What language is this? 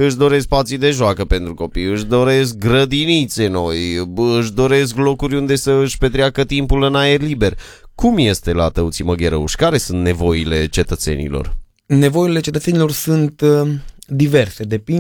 Romanian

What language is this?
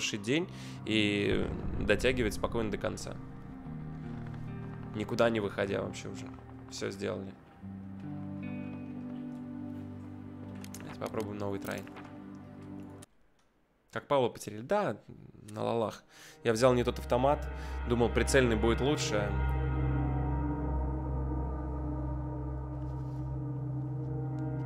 Russian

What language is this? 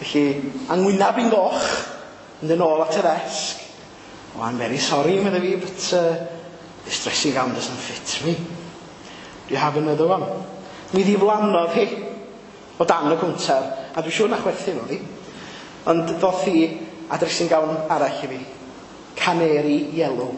Welsh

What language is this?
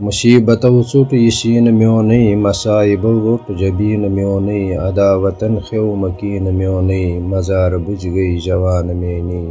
Kashmiri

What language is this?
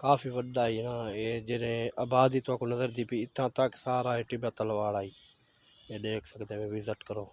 Saraiki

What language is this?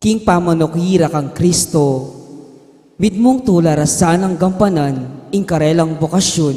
Pampanga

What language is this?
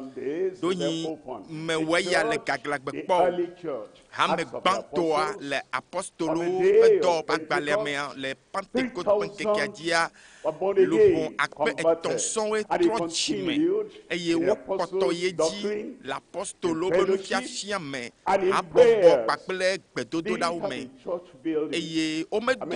Ewe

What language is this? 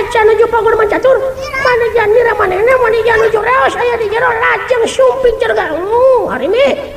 Sundanese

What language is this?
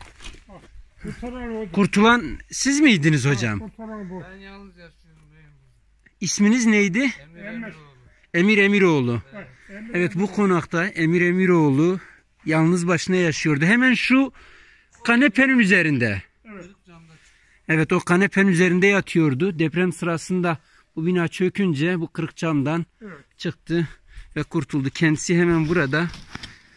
Turkish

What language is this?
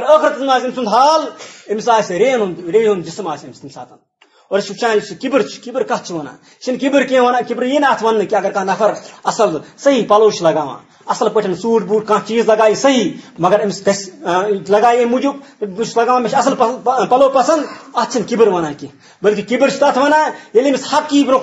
Kashmiri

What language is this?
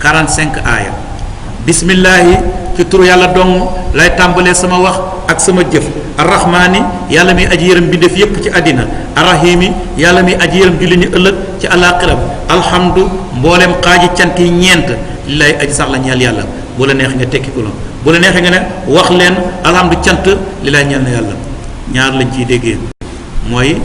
Wolof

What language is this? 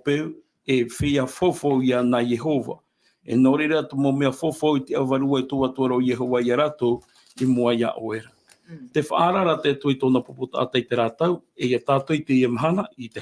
Tahitian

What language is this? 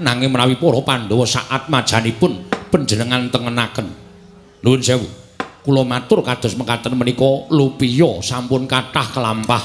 Javanese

